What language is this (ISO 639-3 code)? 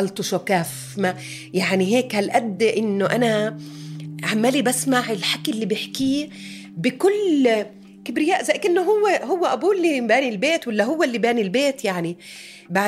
apc